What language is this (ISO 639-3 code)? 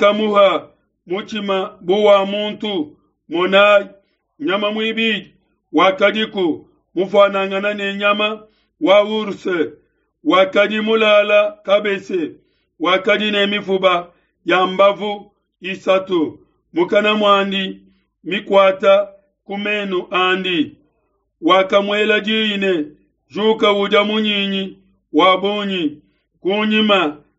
lua